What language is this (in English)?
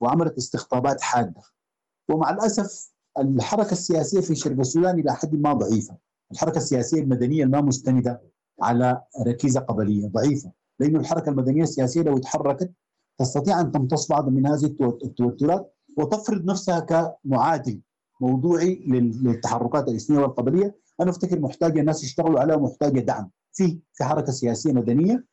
Sudanese Arabic